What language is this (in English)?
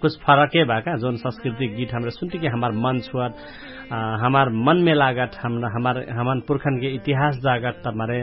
Dangaura Tharu